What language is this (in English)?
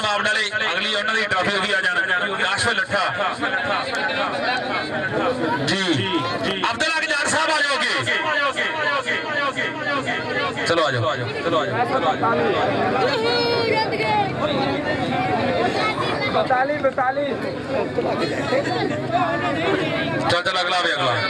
Punjabi